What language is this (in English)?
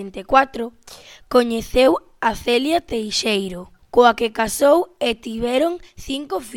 Galician